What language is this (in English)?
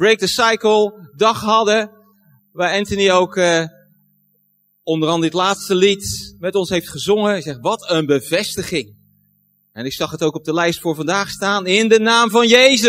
Dutch